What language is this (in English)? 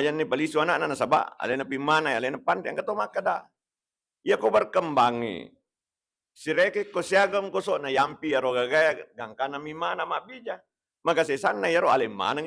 Buginese